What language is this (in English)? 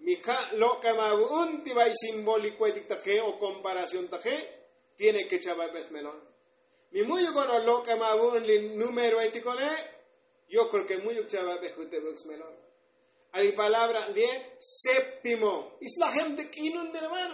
Tzotzil